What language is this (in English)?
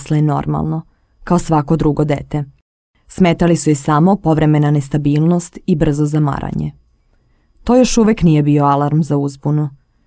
Serbian